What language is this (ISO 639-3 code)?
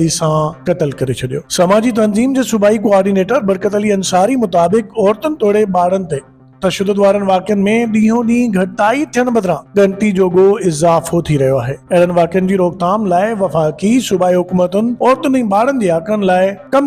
snd